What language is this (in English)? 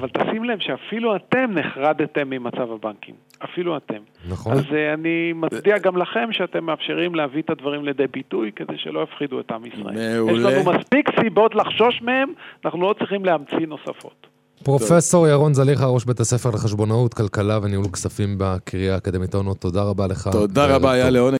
Hebrew